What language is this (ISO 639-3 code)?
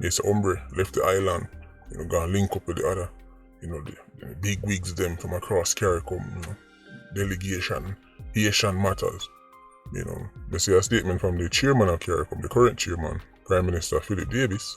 jam